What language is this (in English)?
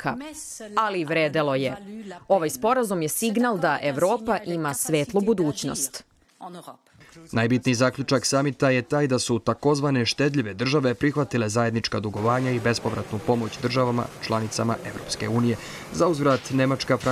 Serbian